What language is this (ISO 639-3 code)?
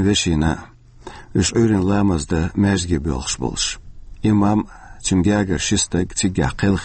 che